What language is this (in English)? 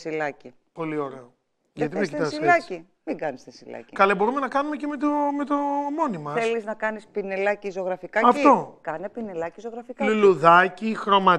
Greek